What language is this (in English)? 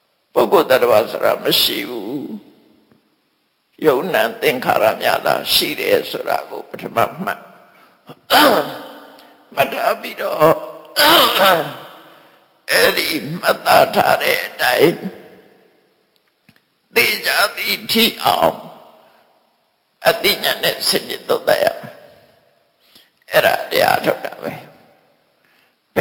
Burmese